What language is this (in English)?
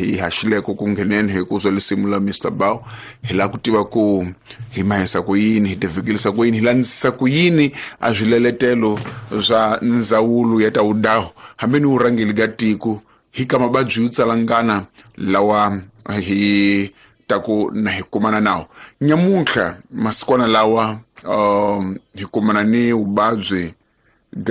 Tsonga